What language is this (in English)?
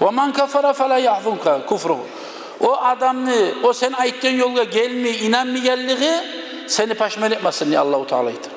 Kumyk